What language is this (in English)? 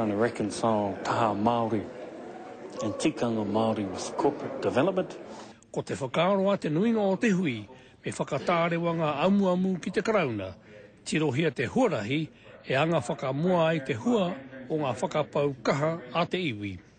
Māori